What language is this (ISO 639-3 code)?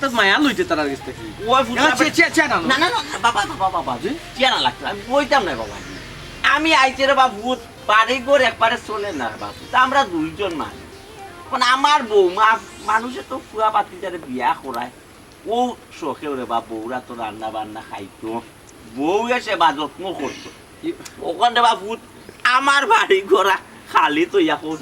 syl